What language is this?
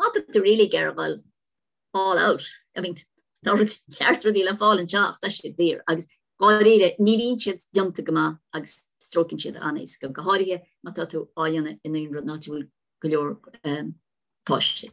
Irish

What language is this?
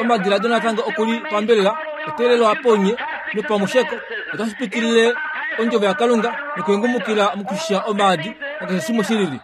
Kuanyama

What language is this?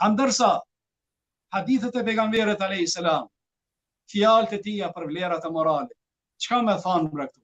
Albanian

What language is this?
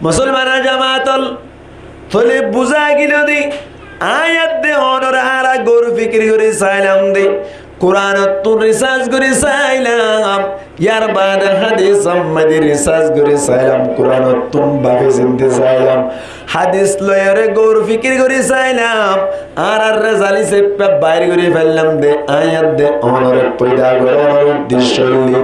Rohingya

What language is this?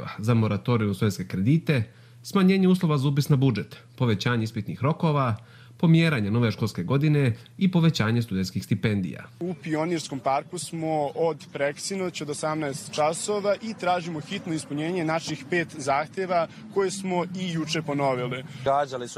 Croatian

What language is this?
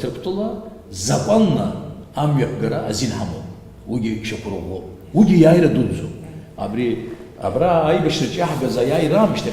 Abkhazian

